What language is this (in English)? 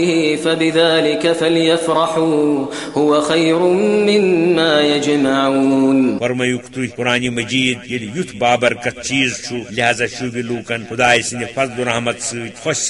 Kashmiri